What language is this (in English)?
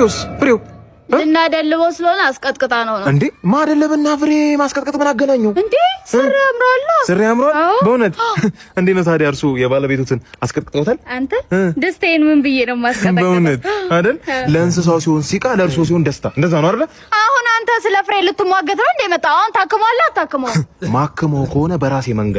Amharic